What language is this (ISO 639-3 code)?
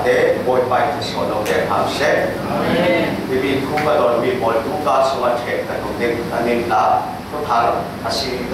cfm